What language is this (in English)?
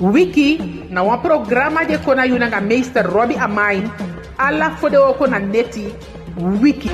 Eastern Maroon Creole